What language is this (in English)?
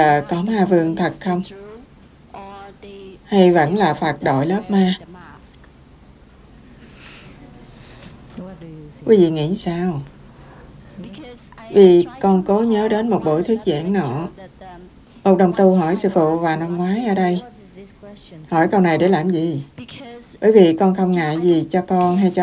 Vietnamese